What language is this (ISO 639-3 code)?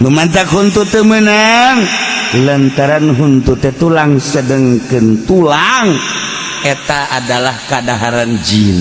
sun